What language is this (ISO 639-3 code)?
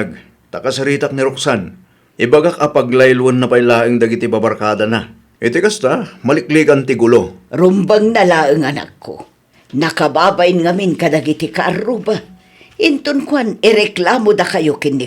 ilo